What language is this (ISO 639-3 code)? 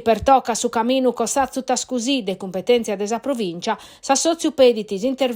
srd